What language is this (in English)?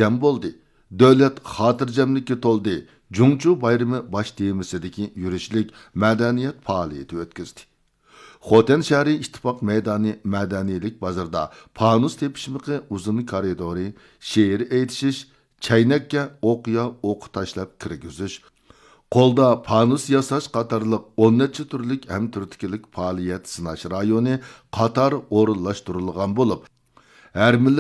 Uyghur